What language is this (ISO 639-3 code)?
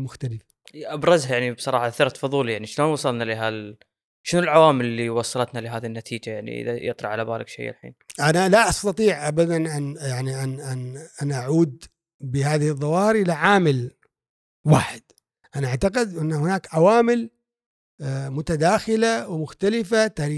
afb